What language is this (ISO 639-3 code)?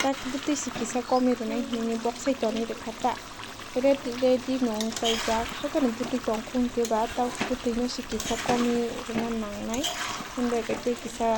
trp